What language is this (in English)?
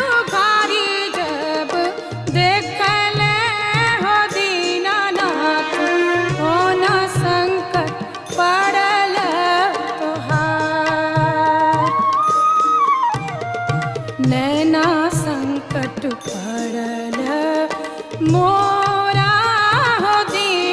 Bhojpuri